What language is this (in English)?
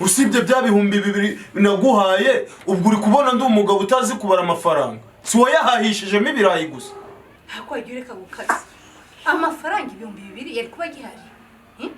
Kinyarwanda